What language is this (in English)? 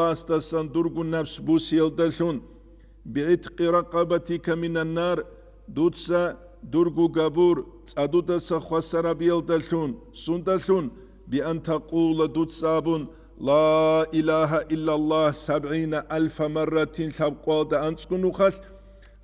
Avaric